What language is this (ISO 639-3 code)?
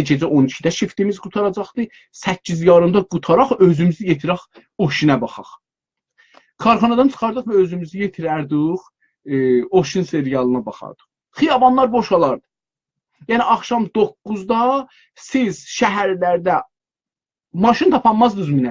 azb